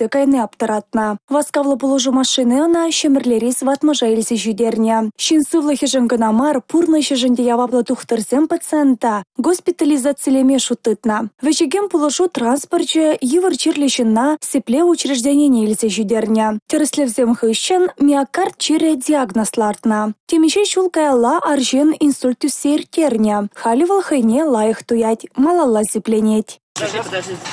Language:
Chuvash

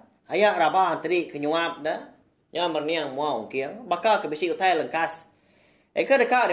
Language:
Iban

